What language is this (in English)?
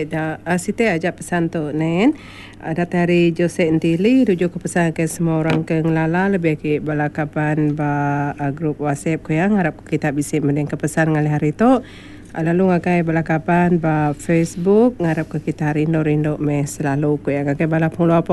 Iban